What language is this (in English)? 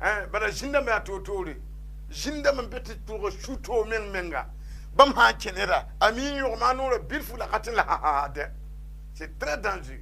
Mossi